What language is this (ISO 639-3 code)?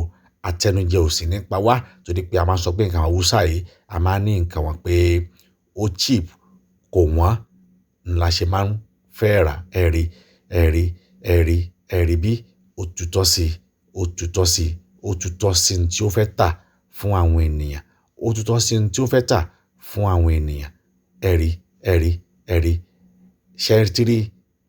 yor